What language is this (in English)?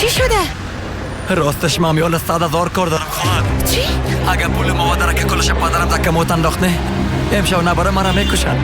Persian